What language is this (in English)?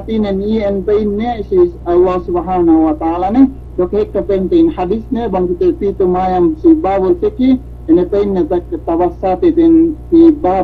Yakan